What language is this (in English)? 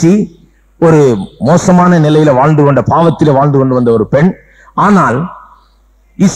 Tamil